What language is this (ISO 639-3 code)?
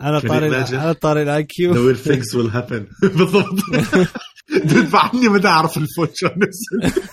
acm